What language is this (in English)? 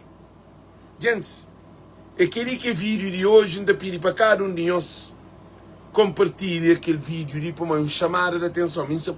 Kabuverdianu